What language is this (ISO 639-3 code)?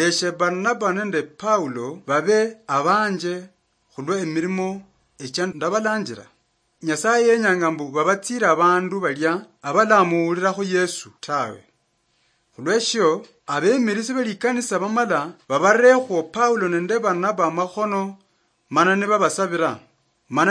luy